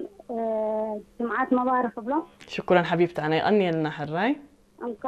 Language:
Tigrinya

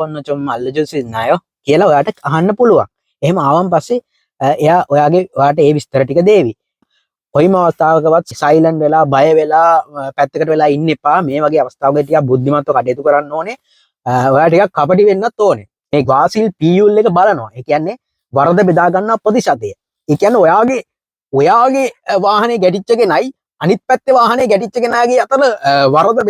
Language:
Sinhala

